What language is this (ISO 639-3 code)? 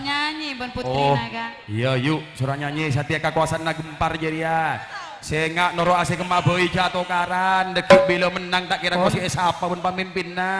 mad